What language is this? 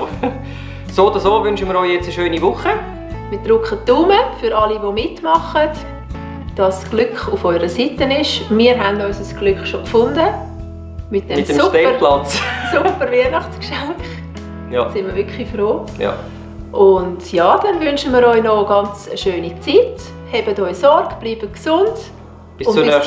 Swiss German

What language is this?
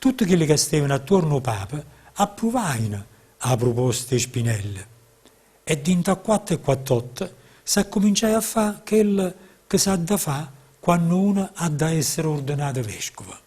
Neapolitan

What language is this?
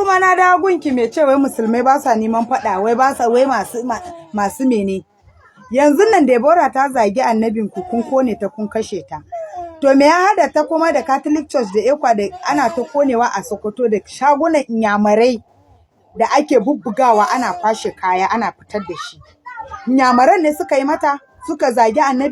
Hausa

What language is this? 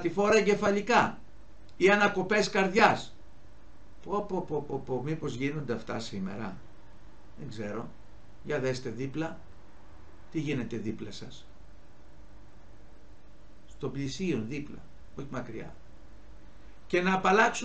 Greek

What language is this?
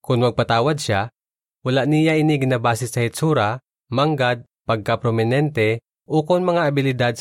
Hiligaynon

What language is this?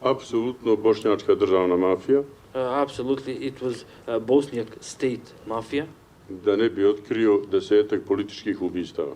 Bosnian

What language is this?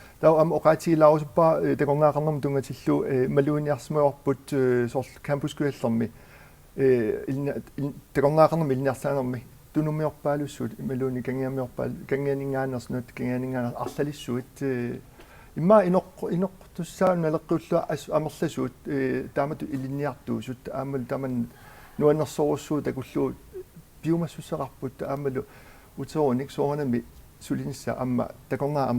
Kalaallisut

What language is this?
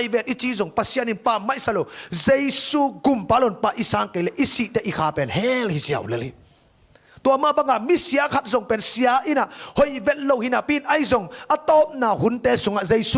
Tedim Chin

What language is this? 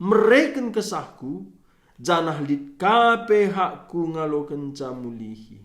Batak Karo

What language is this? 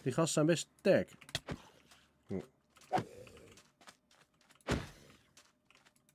Dutch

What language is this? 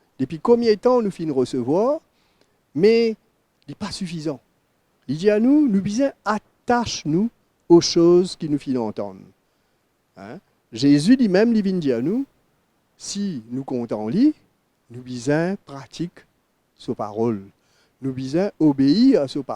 Morisyen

